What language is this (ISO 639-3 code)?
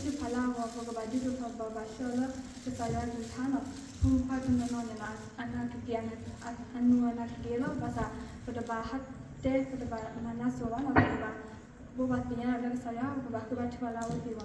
ksw